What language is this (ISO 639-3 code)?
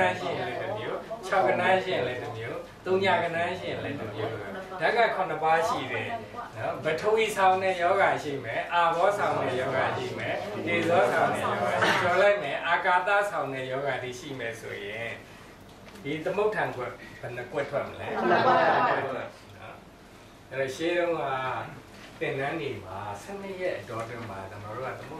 mya